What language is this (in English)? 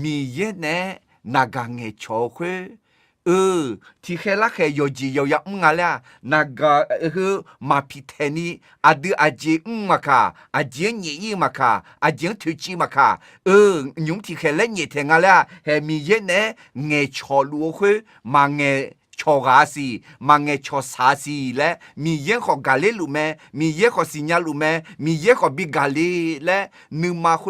Akha